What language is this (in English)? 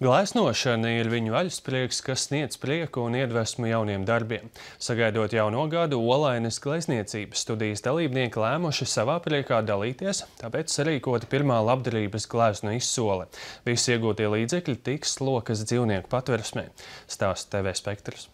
Latvian